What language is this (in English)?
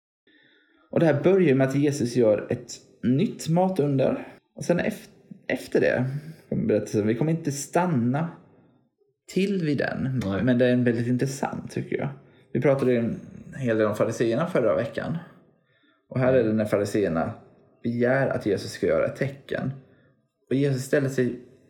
Swedish